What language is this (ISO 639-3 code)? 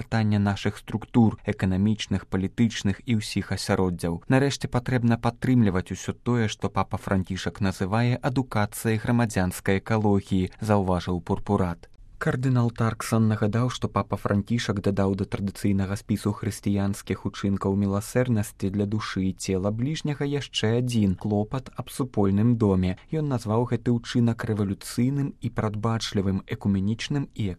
bel